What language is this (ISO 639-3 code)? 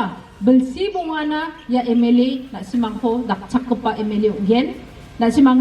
grt